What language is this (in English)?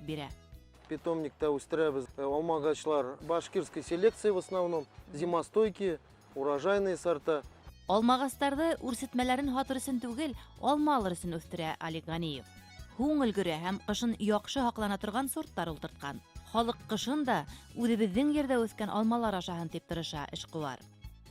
Bashkir